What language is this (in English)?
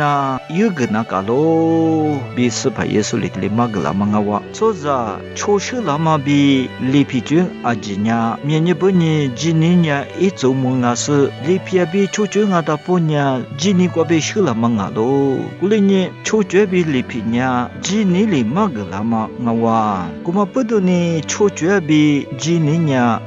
Lisu